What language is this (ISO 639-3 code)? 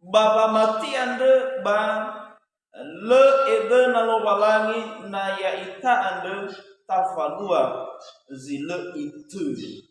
nia